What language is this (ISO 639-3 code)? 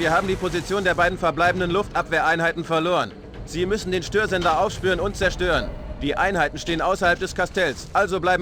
bar